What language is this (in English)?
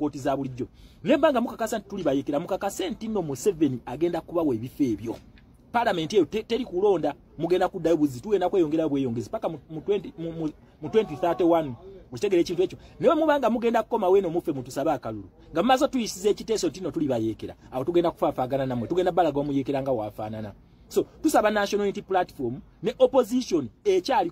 Ganda